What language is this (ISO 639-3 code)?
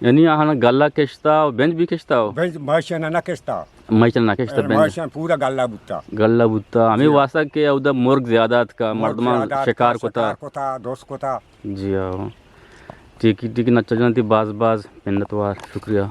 bgp